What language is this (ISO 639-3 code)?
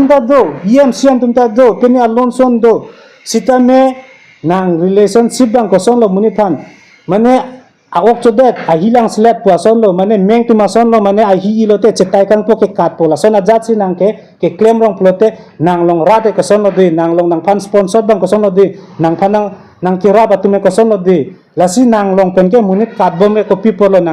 mjw